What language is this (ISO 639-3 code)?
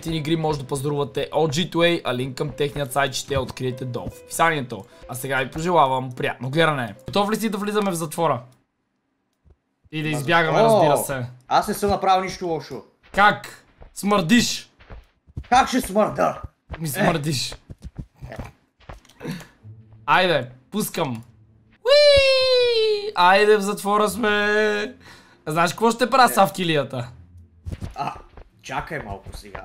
bul